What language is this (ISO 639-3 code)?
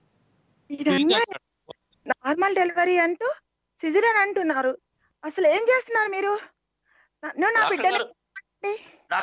tel